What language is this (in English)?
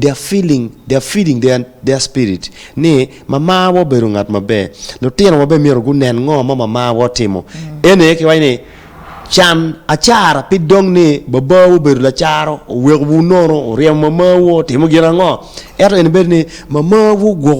Acoli